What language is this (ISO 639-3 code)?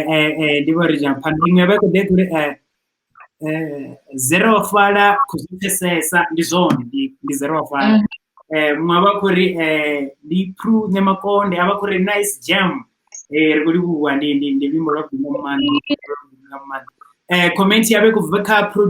ven